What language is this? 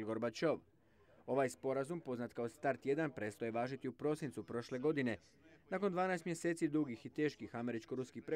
Croatian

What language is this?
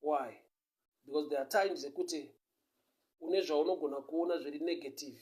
Shona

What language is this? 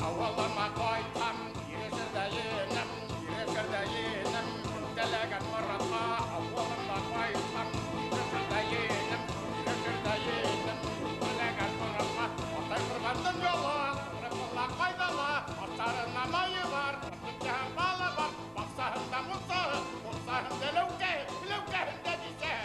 Bashkir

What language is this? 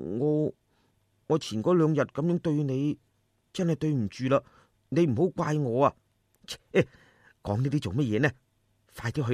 Cantonese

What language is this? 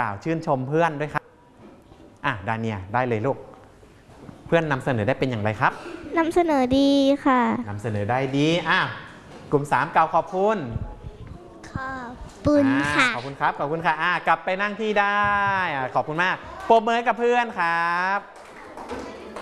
Thai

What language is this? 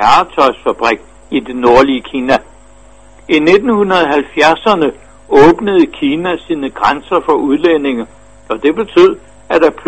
Danish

